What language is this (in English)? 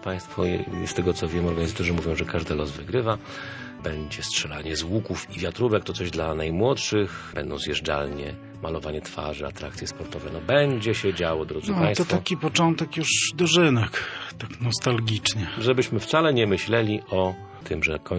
Polish